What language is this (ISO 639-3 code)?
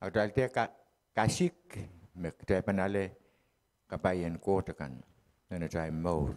pon